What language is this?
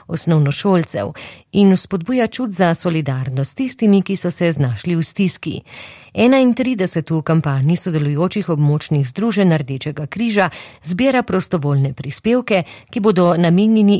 Slovenian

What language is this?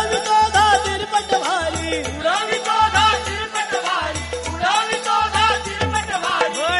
Marathi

